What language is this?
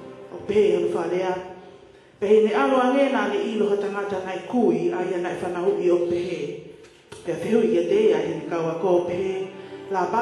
Tongan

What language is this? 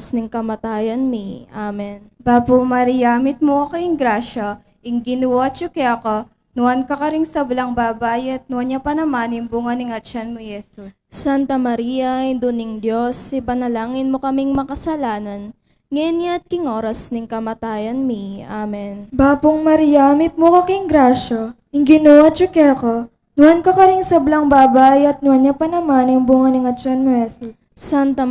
Pampanga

